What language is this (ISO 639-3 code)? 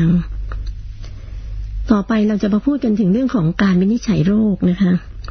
tha